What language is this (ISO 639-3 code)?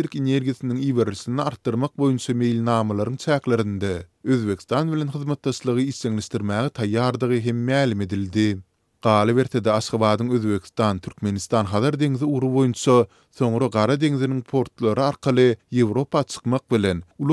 tuk